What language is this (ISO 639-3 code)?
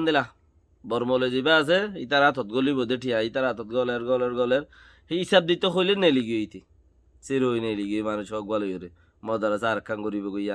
rhg